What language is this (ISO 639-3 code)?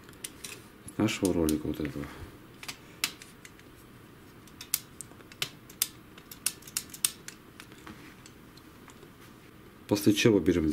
rus